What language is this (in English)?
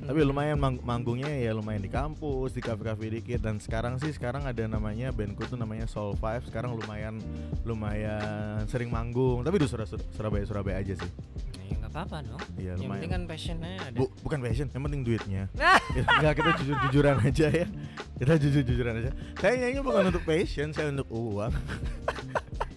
Indonesian